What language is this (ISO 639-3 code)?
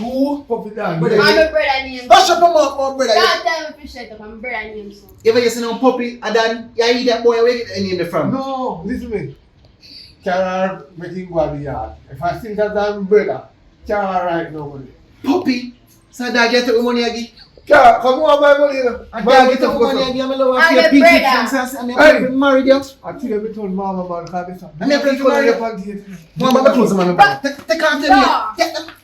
jam